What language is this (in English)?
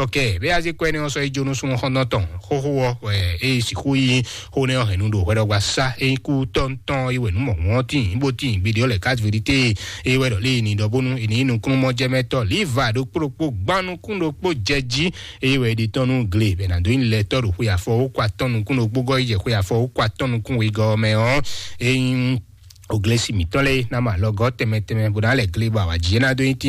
Fon